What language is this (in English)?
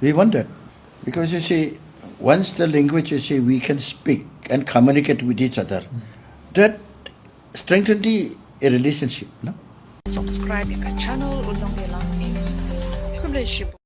Khasi